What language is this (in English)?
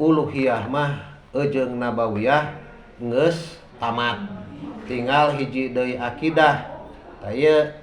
Sundanese